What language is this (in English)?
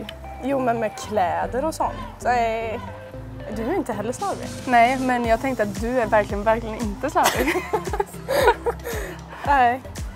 Swedish